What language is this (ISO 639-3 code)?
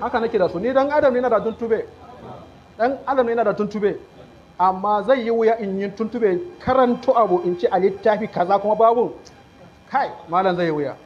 hau